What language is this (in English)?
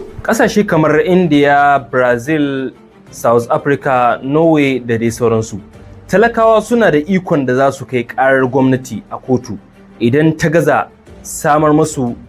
Hausa